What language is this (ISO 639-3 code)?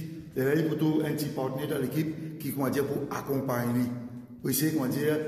mfe